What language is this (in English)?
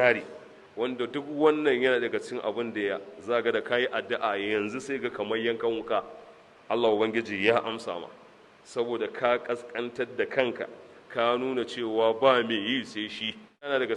Hausa